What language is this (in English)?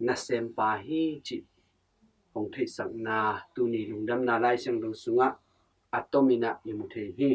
Tedim Chin